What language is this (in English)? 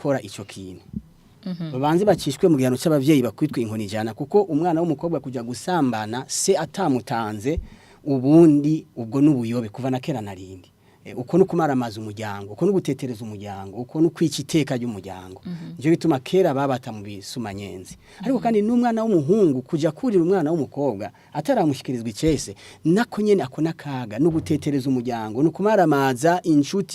Rundi